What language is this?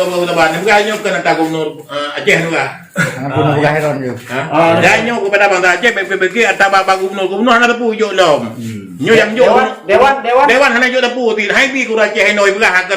Achinese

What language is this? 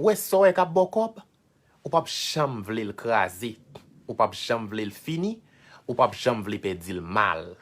Haitian Creole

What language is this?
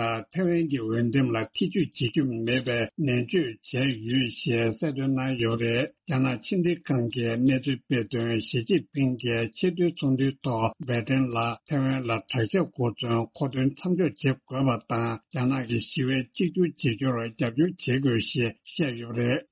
Tibetan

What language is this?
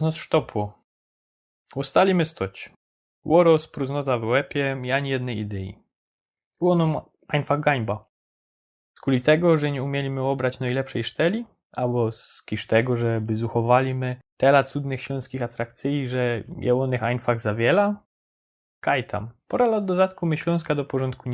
Silesian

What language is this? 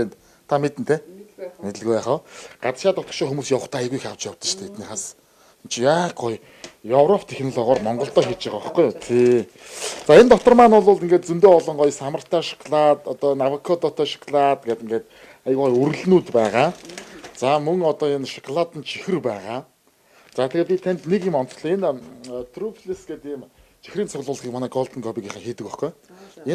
Mongolian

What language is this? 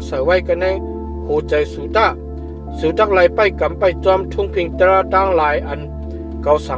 Shan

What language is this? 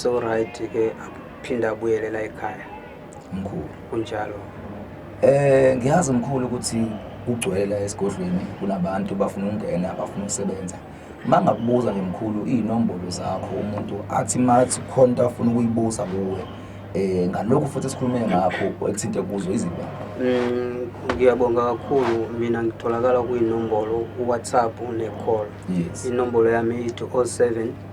Zulu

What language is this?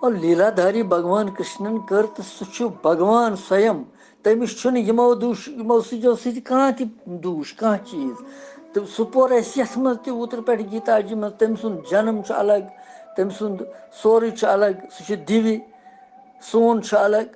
Kashmiri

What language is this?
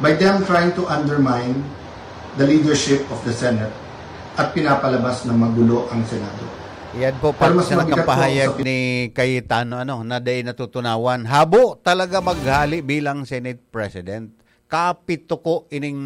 Bikol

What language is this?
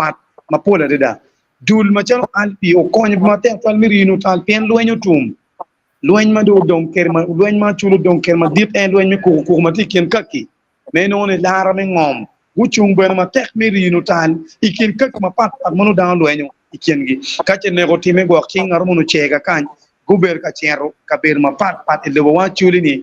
Acoli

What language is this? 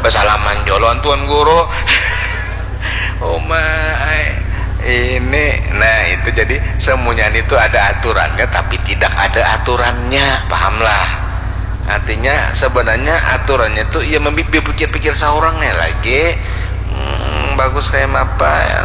Banjar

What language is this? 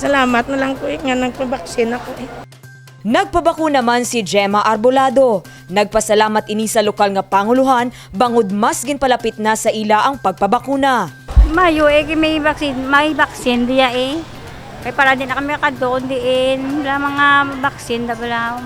Hiligaynon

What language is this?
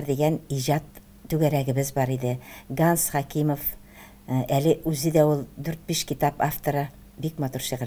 Tatar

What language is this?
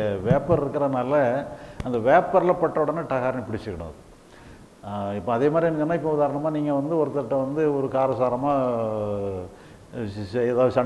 Tamil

